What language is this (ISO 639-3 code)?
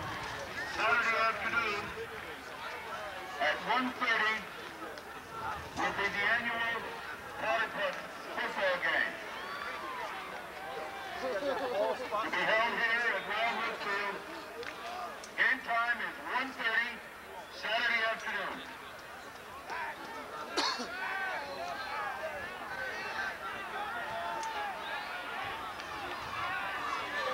eng